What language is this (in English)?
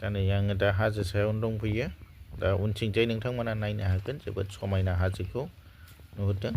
Bodo